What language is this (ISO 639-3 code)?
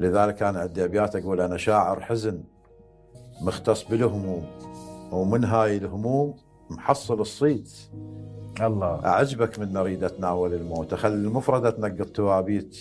acm